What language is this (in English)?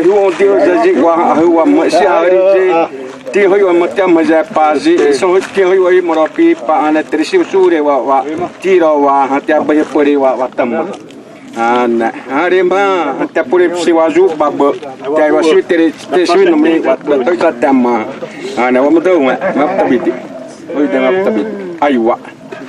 Xavánte